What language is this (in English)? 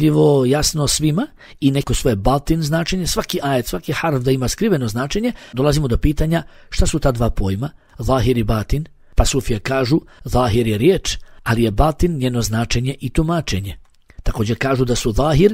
Bosnian